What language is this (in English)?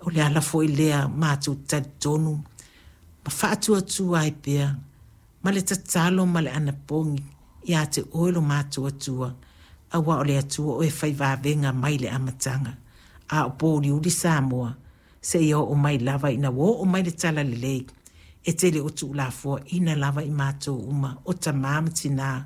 Samoan